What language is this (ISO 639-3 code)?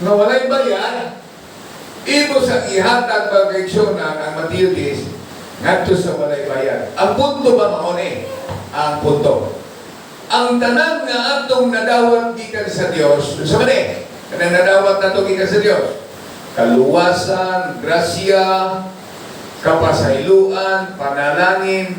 ceb